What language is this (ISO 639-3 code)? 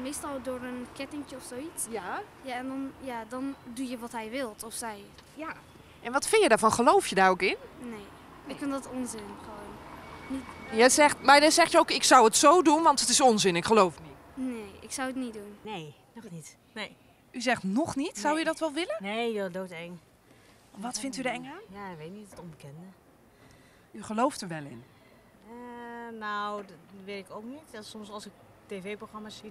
nld